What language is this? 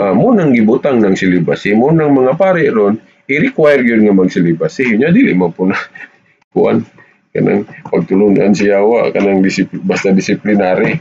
Cebuano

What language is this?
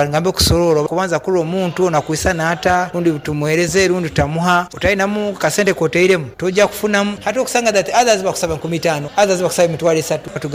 Nyoro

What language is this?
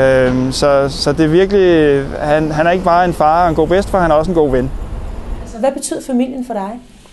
Danish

